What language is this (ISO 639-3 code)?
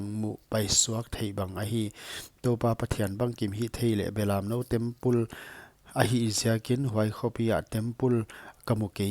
pck